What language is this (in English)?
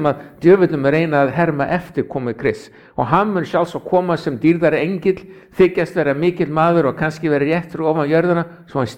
Icelandic